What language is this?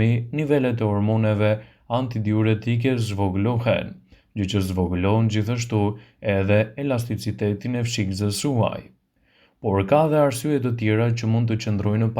Albanian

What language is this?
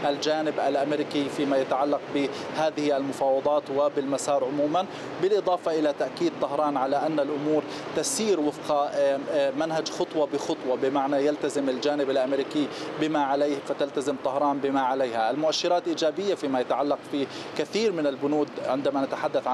Arabic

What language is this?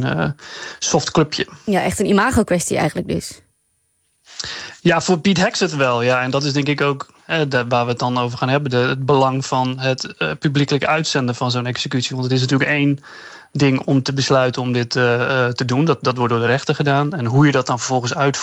Dutch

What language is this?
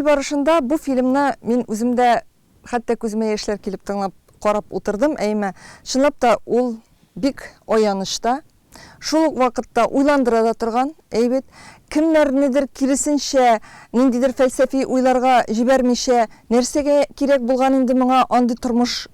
Tatar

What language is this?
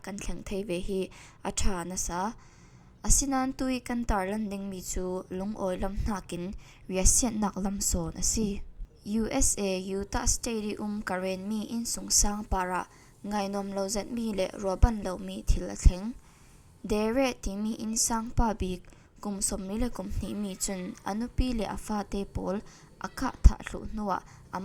Falam Chin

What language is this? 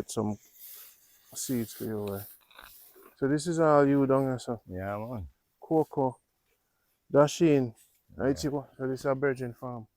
Jamaican Creole English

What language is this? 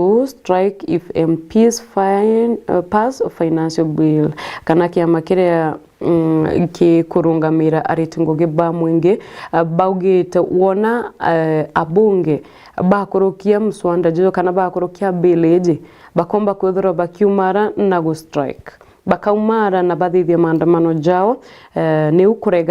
Meru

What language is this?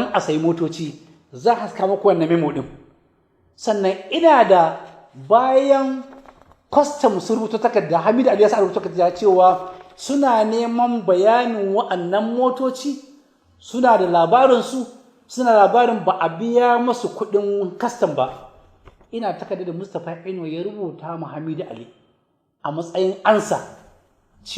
Hausa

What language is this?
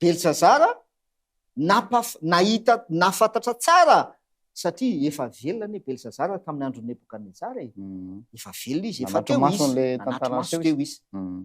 Malagasy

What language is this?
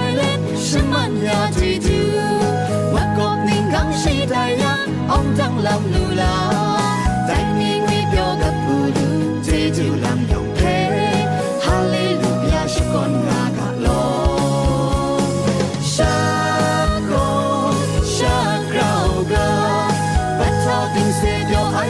Kachin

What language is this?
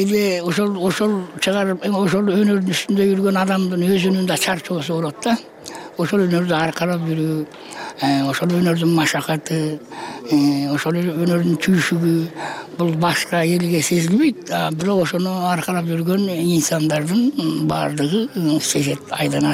Kyrgyz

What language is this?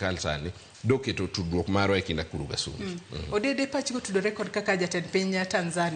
Luo (Kenya and Tanzania)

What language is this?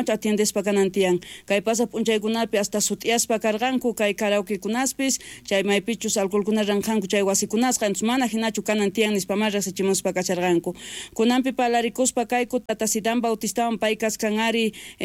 South Bolivian Quechua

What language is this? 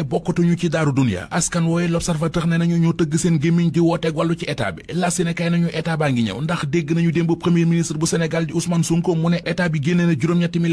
Wolof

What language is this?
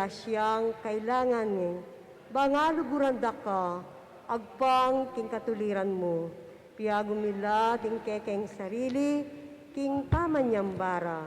Pampanga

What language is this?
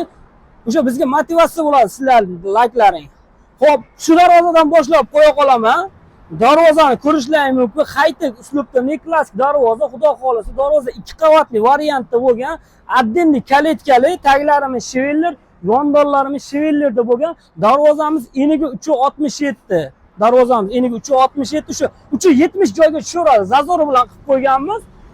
Uzbek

